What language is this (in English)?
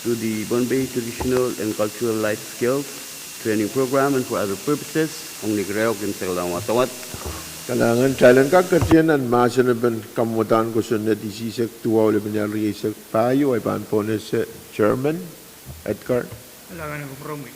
Pohnpeian